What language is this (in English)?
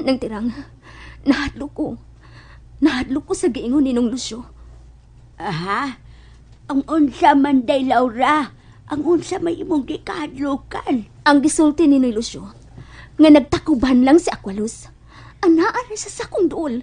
Cebuano